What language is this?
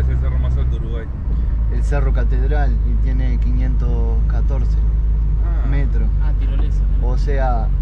Spanish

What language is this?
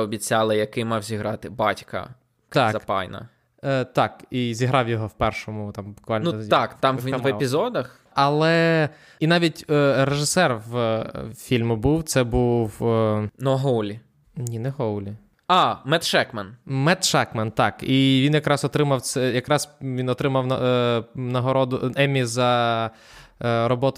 Ukrainian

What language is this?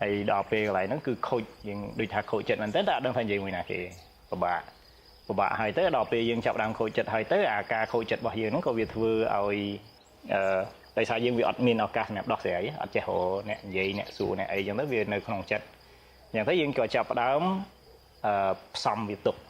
Khmer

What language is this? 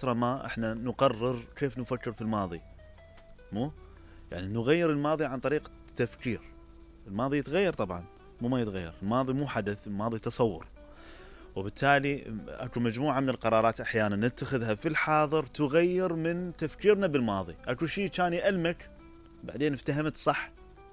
Mesopotamian Arabic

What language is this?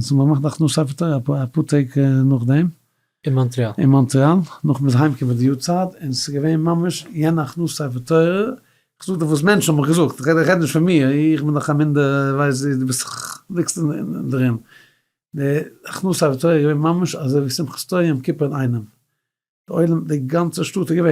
Yiddish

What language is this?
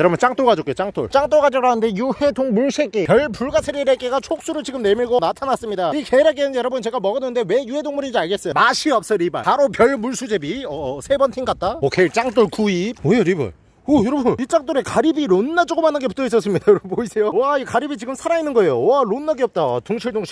Korean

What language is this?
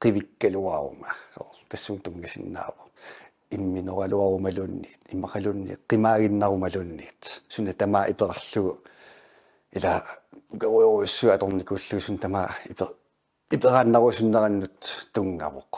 Kalaallisut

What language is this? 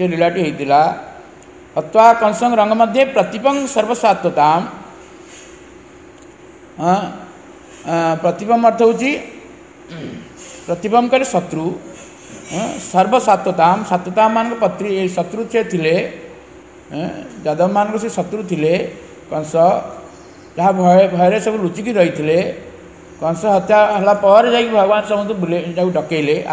Odia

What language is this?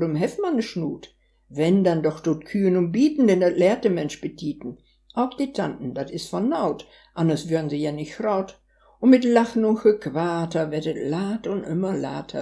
Westphalien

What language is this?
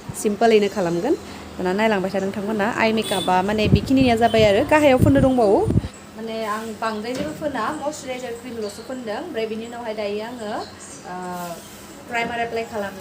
Bodo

